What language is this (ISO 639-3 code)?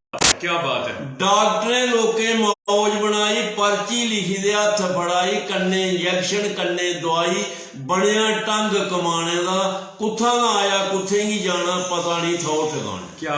doi